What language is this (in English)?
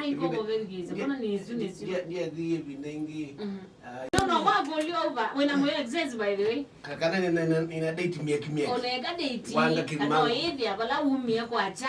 Kamba